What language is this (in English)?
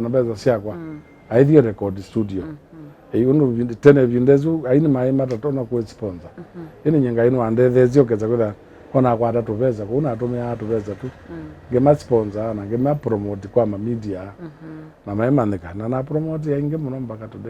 Kamba